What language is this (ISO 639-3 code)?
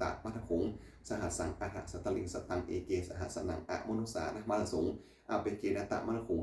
pli